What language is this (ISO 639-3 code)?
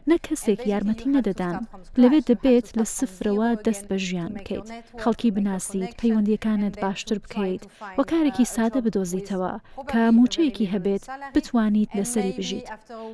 ckb